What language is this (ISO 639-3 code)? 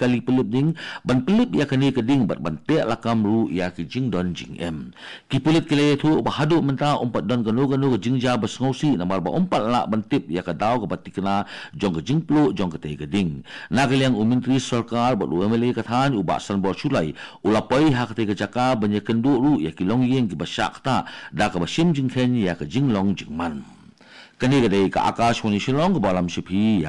kha